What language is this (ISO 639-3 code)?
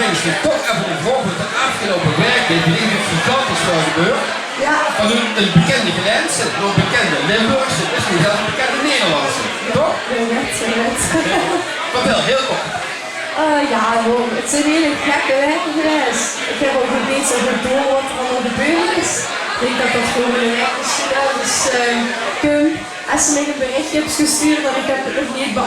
lim